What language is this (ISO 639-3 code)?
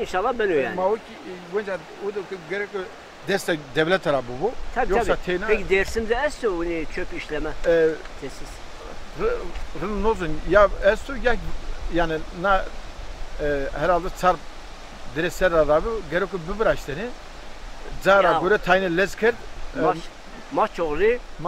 zza